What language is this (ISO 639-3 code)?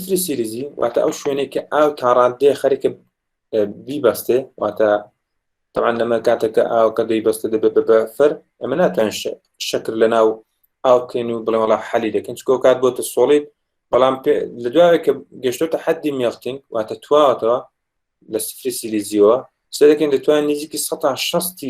ckb